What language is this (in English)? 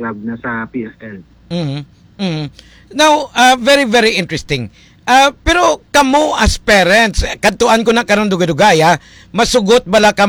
Hiligaynon